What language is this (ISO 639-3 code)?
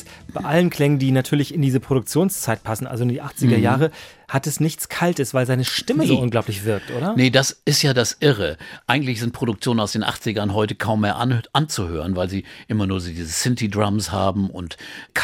deu